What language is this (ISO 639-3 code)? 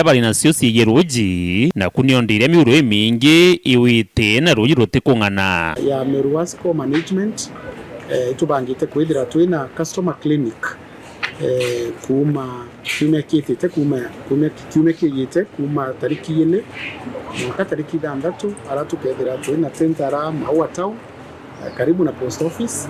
mer